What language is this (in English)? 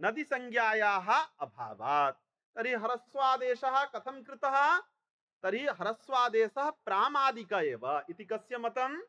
Sanskrit